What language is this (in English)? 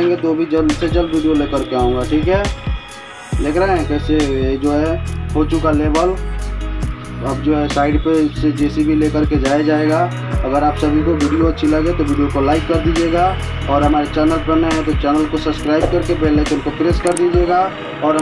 Hindi